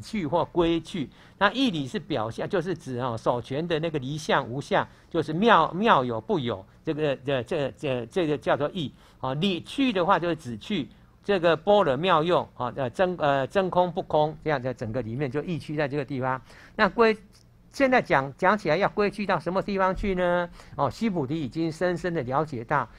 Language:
Chinese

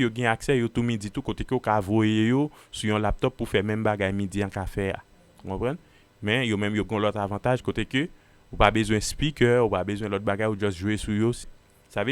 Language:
Haitian Creole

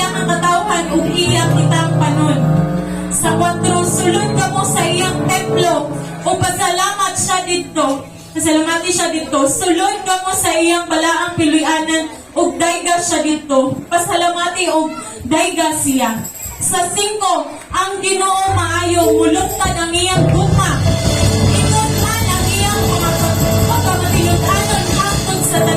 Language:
Cebuano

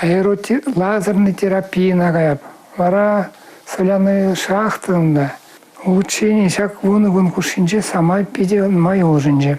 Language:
Chuvash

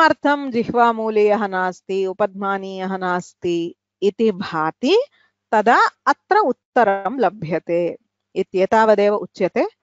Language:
Sanskrit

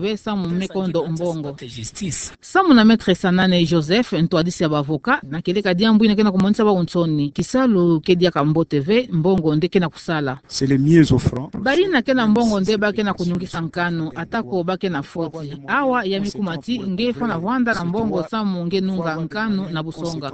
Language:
Kituba (Democratic Republic of Congo)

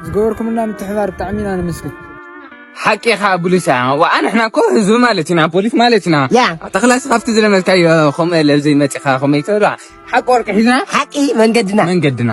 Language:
Tigrinya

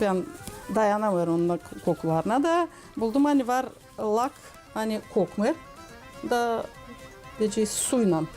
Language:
Gagauz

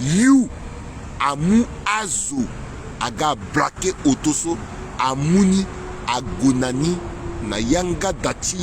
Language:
Sango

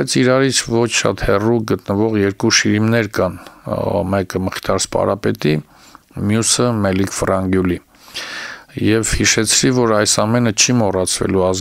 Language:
Armenian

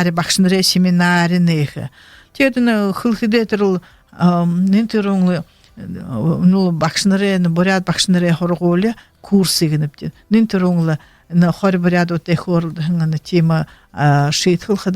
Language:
Buriat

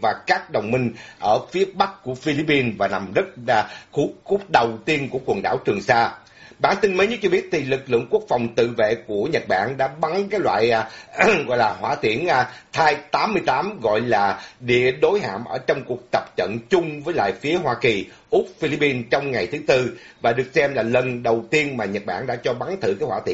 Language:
Vietnamese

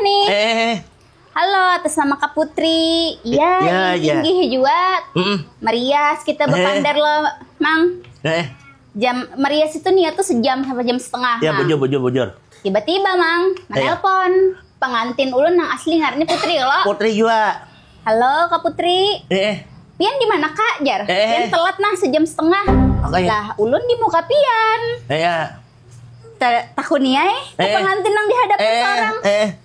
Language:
Banjar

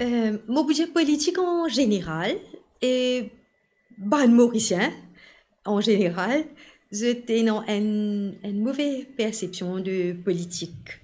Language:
Morisyen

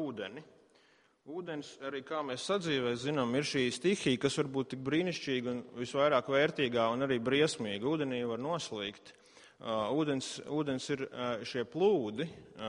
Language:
Latvian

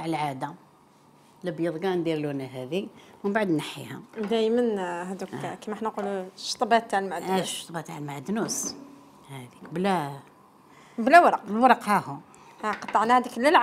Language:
Algerian Arabic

